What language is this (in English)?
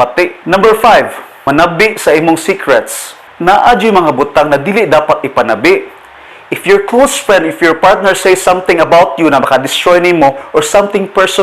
Cebuano